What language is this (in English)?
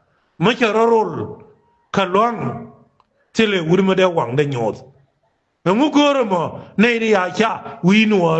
Nuer